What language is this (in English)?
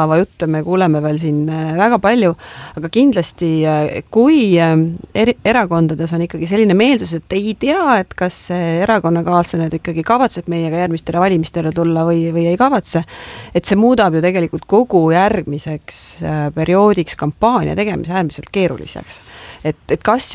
Estonian